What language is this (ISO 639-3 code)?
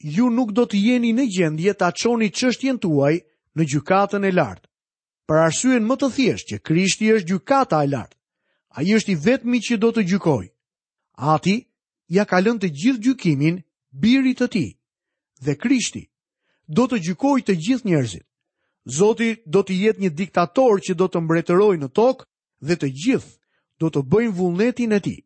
sqi